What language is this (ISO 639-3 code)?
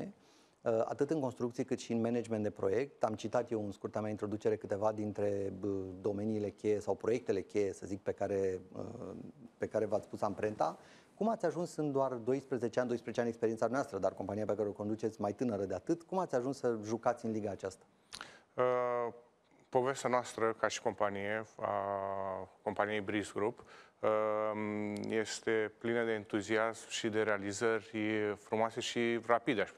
ron